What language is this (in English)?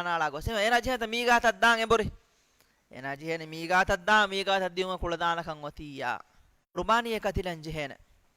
Divehi